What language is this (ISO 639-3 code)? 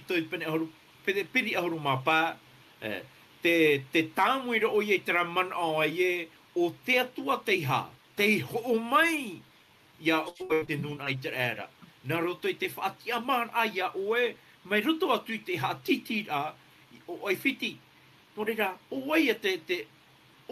tah